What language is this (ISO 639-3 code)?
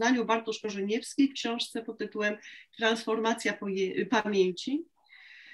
pol